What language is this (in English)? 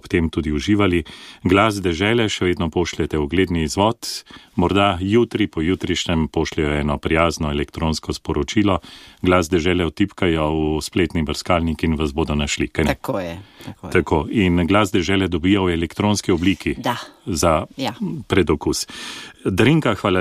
Slovenian